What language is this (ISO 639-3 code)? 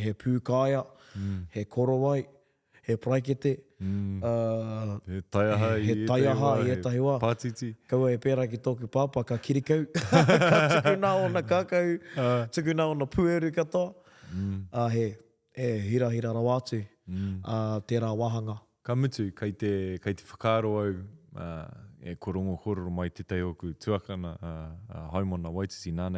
mri